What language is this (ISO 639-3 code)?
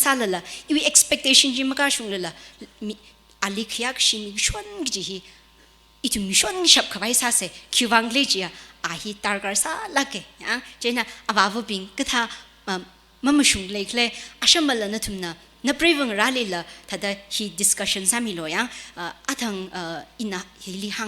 nmf